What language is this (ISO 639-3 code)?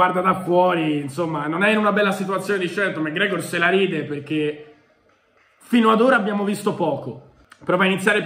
ita